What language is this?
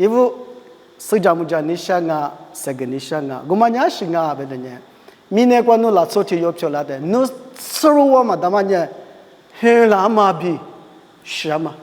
Lisu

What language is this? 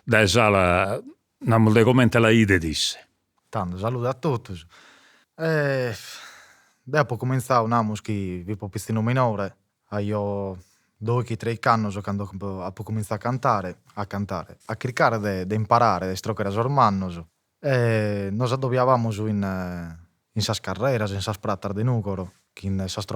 Sardinian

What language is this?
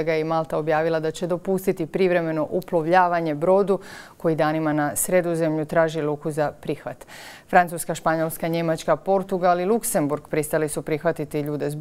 Croatian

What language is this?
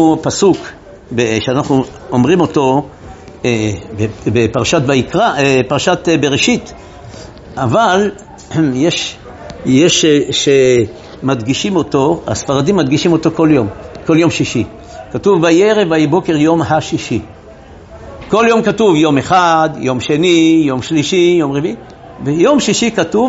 Hebrew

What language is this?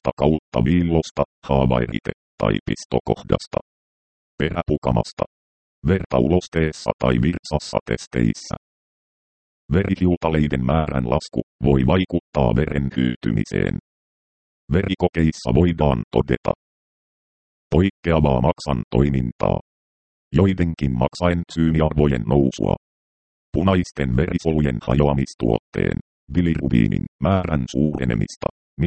Finnish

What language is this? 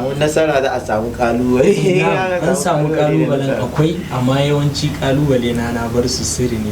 Hausa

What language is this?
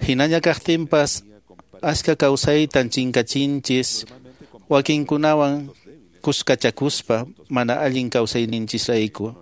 Quechua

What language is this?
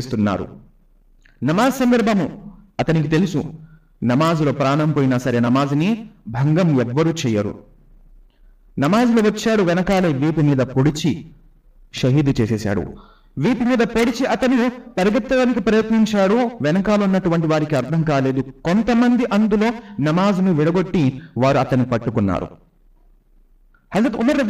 Telugu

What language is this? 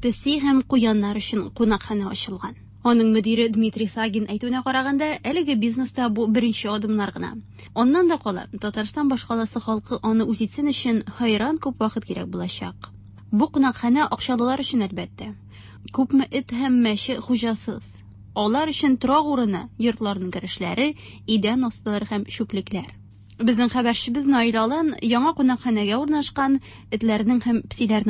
Tatar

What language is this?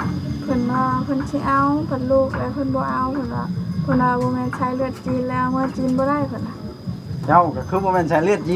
Northeastern Thai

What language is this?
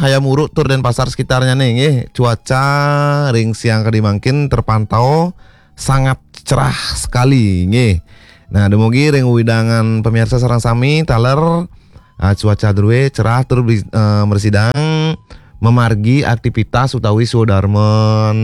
Balinese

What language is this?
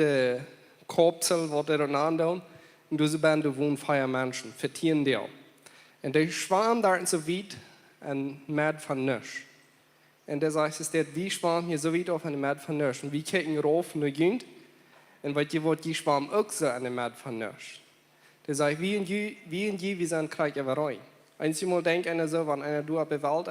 Plautdietsch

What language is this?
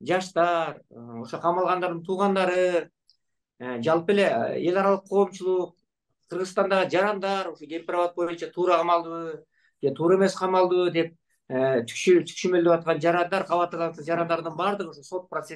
Kyrgyz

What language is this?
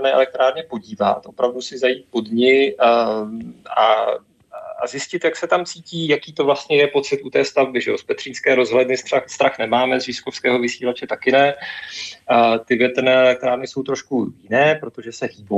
Czech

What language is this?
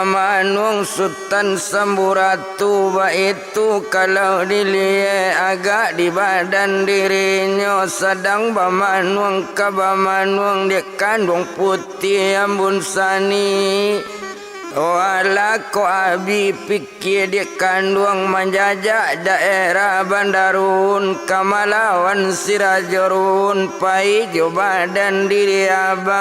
Minangkabau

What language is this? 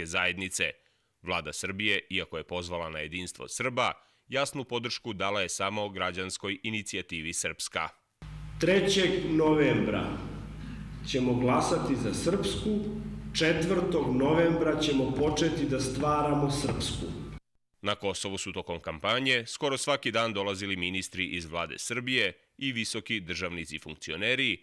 Serbian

